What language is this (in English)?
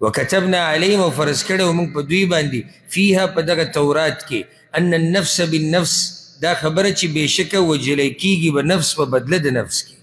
Pashto